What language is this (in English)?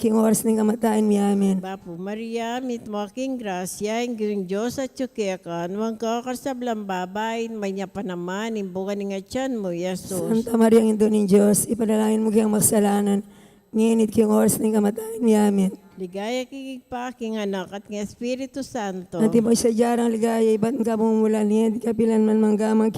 Pampanga